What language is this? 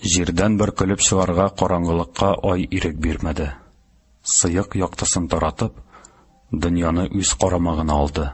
Tatar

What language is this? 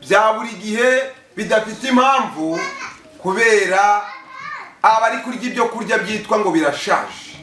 Kinyarwanda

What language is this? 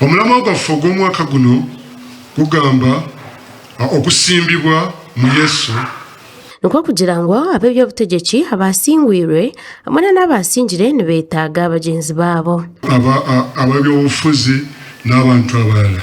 Nyankole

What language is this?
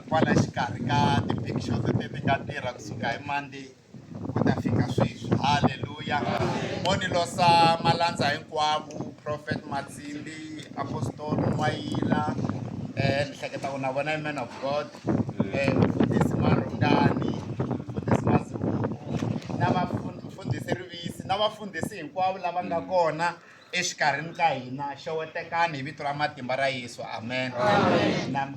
Tsonga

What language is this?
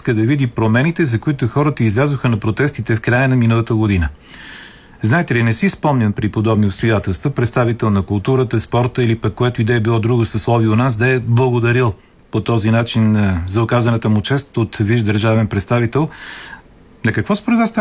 Bulgarian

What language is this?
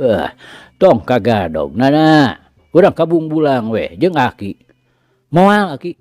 Sundanese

